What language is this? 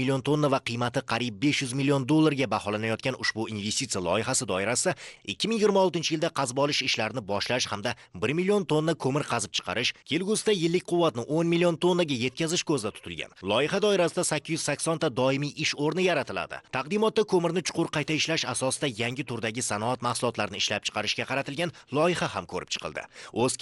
Uzbek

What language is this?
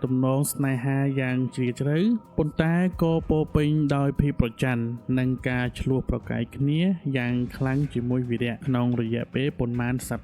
Khmer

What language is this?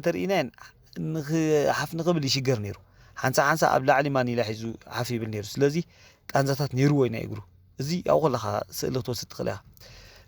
Tigrinya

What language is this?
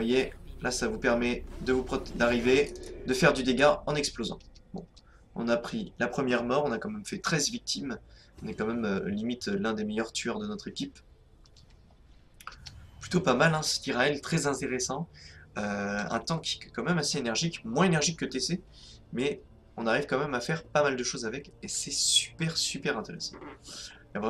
French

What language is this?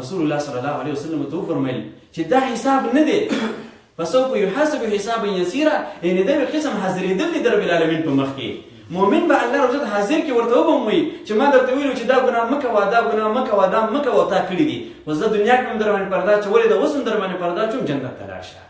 Pashto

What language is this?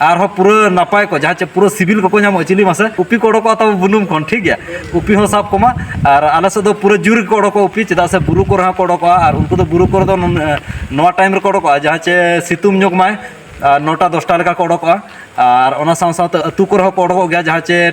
Santali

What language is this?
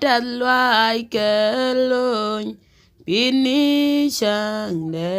Nuer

